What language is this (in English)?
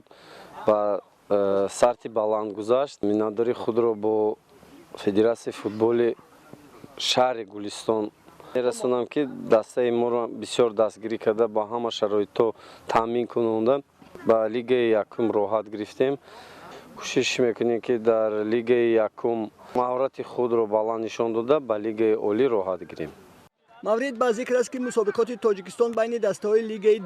Tajik